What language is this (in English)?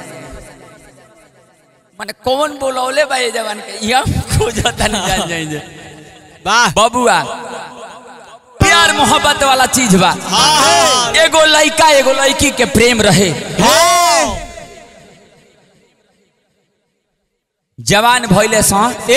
Bhojpuri